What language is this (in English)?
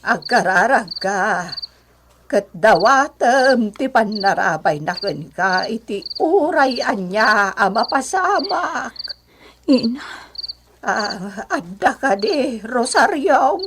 Iloko